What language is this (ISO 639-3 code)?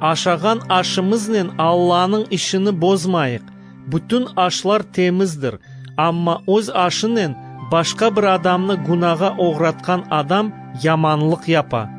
crh